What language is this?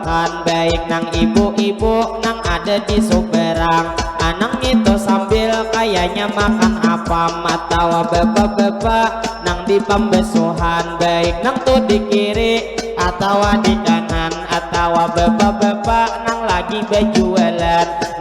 Banjar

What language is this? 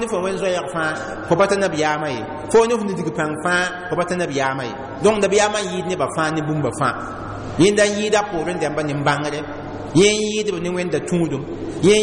Mossi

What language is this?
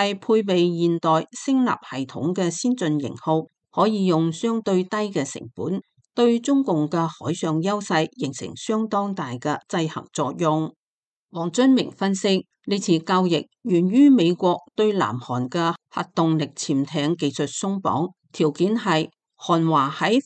Cantonese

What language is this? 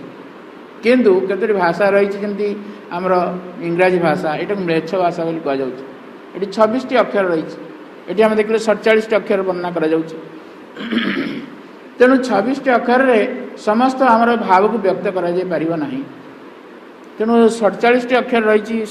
Odia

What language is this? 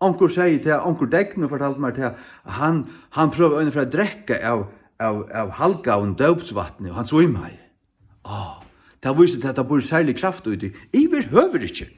Faroese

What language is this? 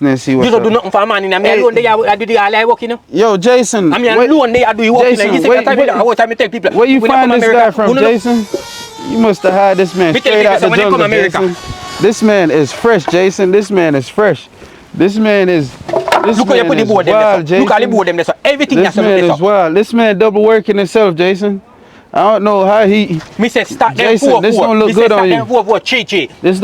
Jamaican Creole English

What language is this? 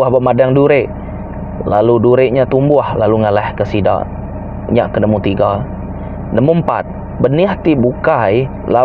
Iban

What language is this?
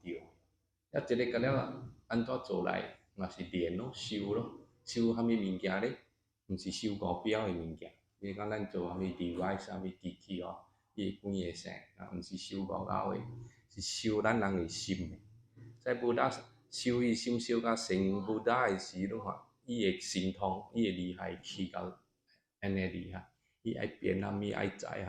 Min Nan Chinese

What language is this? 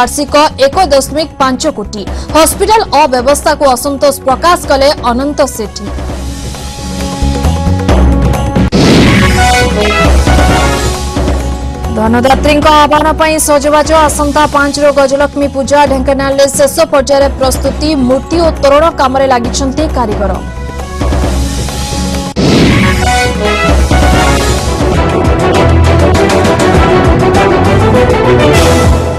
Odia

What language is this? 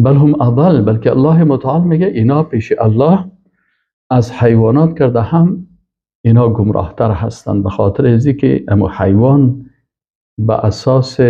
Persian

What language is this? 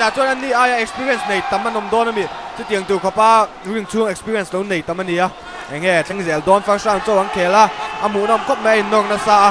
Mizo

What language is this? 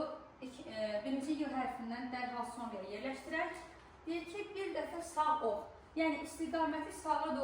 Azerbaijani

